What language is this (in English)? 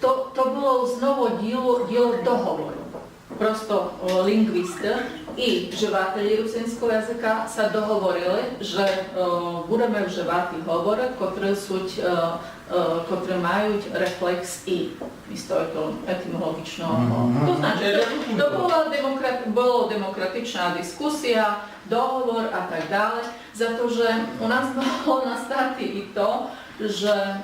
Rusyn